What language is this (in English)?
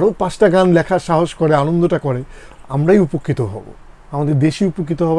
Bangla